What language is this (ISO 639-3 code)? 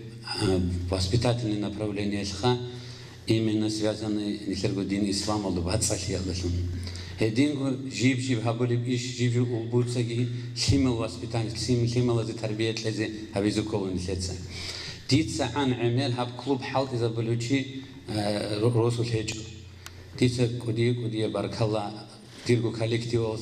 ava